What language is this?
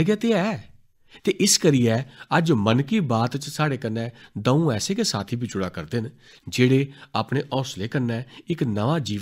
Dogri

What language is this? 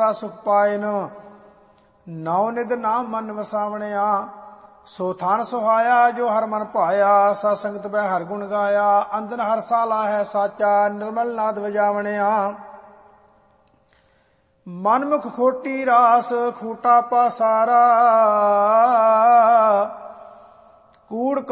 Punjabi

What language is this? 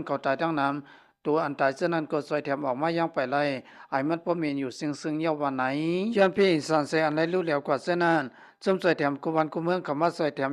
Shan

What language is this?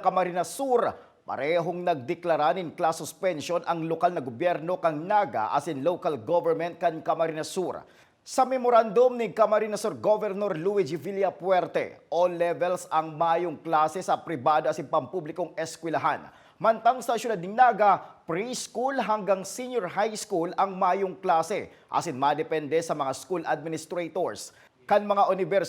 Bikol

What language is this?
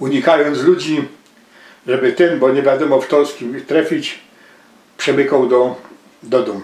Silesian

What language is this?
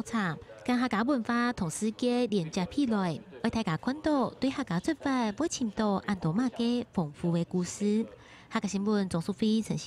Hakka Chinese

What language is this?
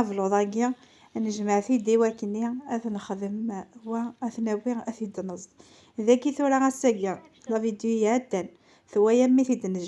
Kabyle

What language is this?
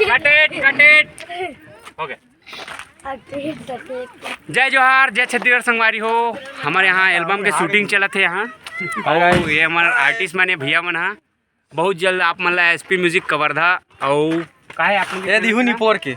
Chhattisgarhi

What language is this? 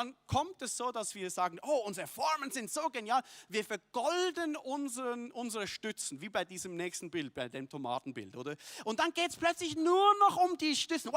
Swiss German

